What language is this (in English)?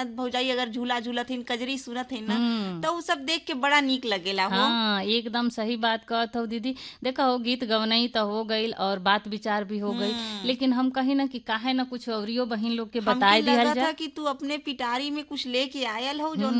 Bhojpuri